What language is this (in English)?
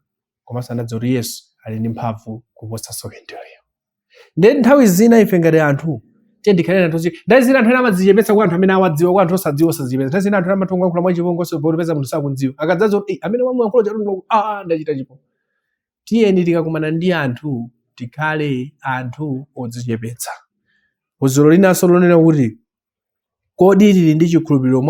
Nyanja